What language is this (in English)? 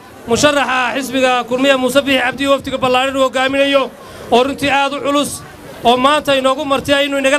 Somali